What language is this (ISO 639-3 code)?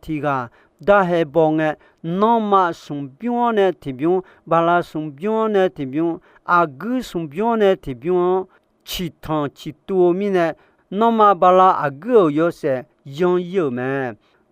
ahk